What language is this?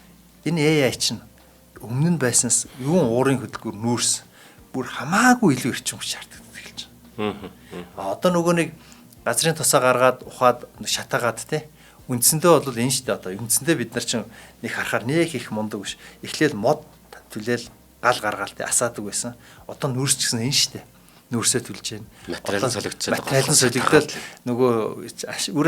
Mongolian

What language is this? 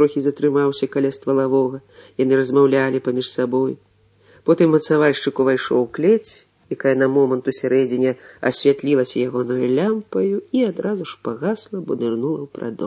Belarusian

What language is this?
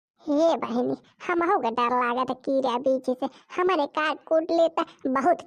Bhojpuri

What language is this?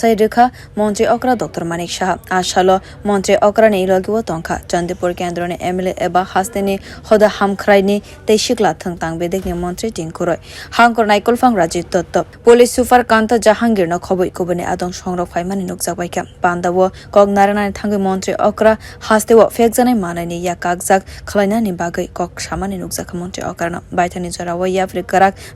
Kok Borok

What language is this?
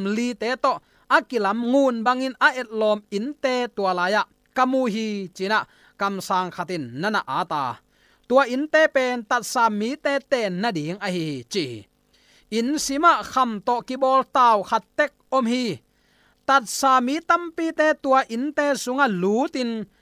Tedim Chin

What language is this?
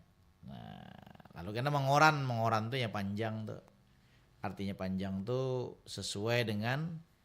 Banjar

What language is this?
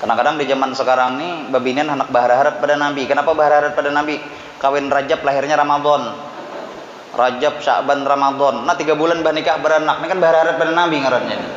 Banjar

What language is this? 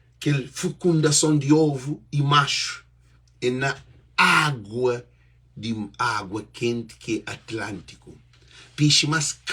Kabuverdianu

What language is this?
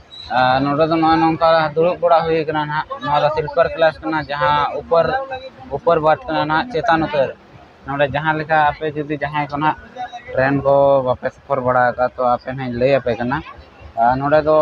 Santali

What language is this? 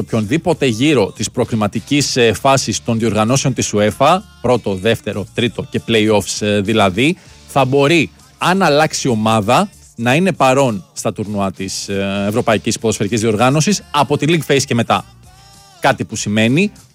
Greek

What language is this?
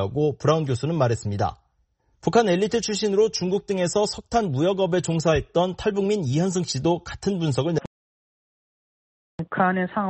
Korean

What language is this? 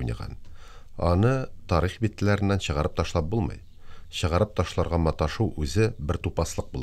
Tatar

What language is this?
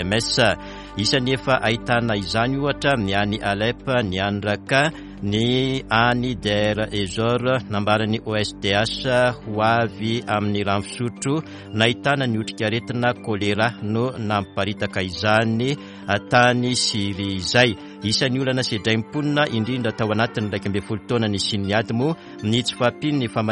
Malagasy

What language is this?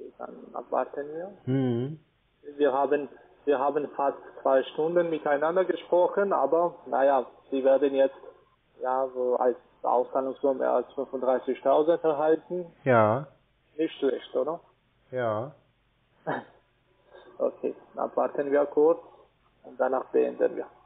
German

